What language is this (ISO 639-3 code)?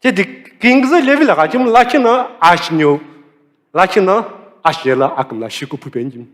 nsm